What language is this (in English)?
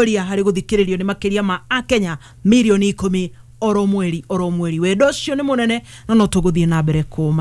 Kikuyu